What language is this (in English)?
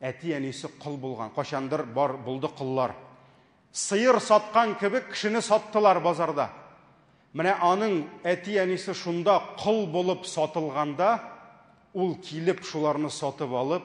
Tatar